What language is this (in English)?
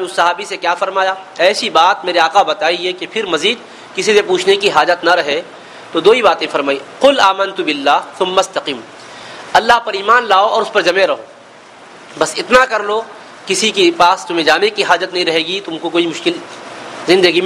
Urdu